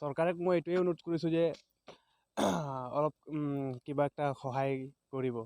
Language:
Assamese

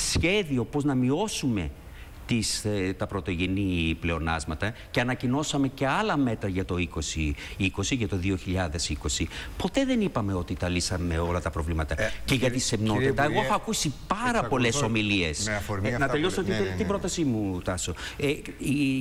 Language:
Greek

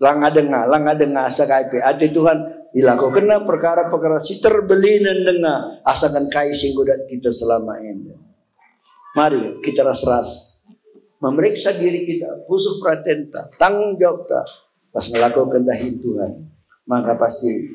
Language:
Batak Karo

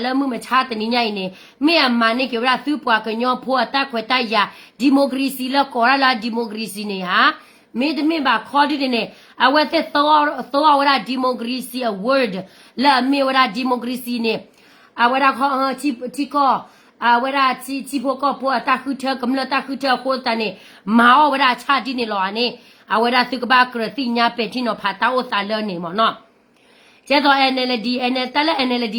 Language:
S'gaw Karen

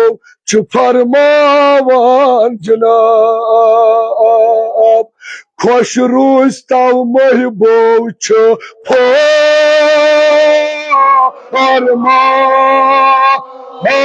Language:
Kashmiri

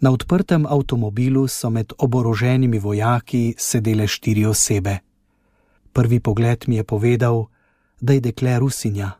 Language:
Slovenian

